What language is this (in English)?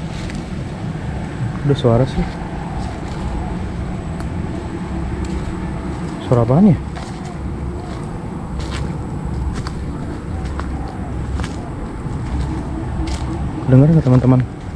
Indonesian